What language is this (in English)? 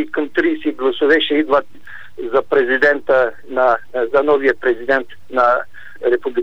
Bulgarian